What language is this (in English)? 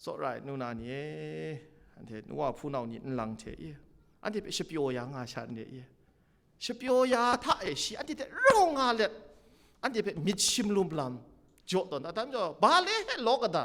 Kachin